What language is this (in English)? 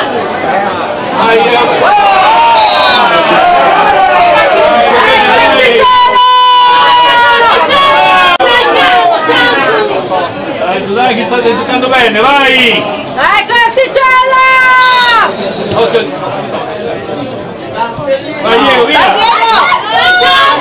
Italian